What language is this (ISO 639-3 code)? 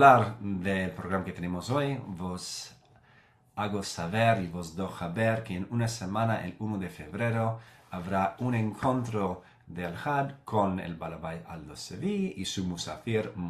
lad